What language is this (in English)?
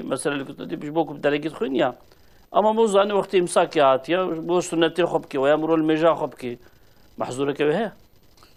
Kurdish